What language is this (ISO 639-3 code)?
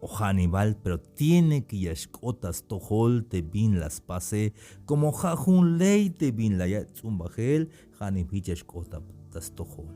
tzh